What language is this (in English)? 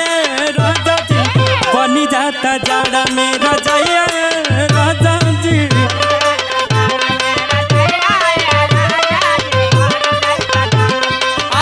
Bhojpuri